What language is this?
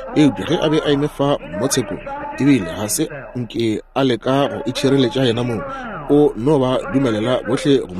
Northern Sotho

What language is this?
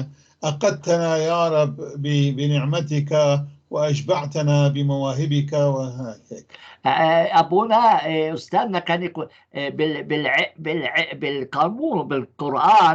North Levantine Arabic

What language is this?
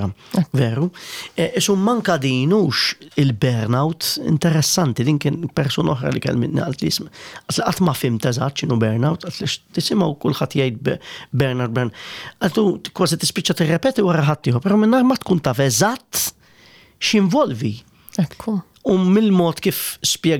Maltese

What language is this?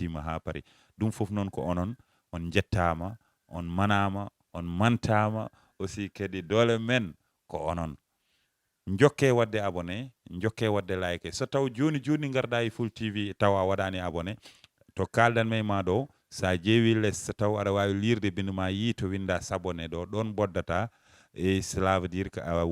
Fula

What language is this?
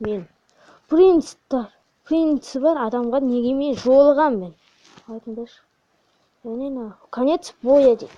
Kazakh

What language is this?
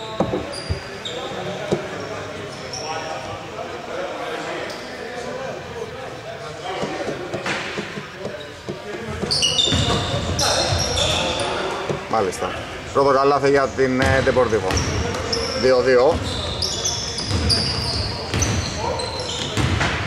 Greek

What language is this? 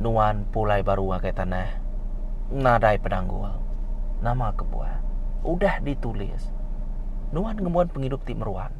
Iban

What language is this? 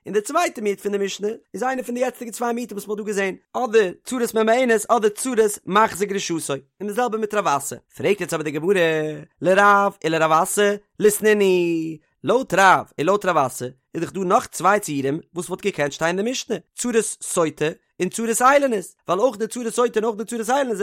Yiddish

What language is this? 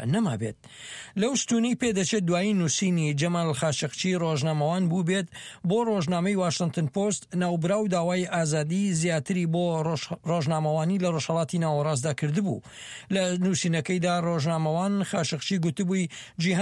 Central Kurdish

